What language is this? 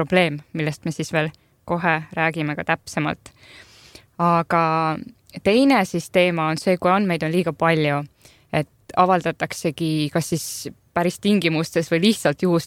Estonian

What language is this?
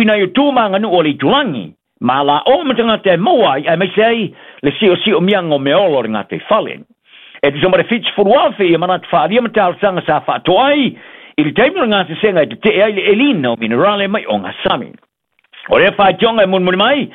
Samoan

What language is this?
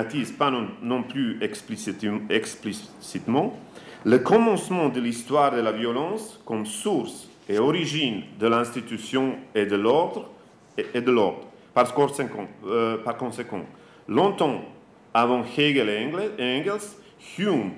French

